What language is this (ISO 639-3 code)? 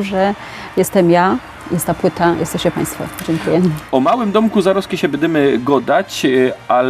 szl